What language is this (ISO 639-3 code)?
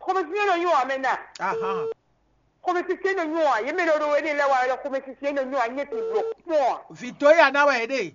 fon